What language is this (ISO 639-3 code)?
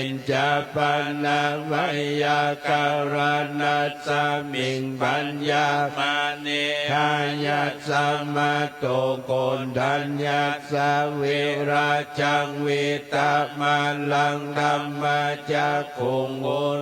pli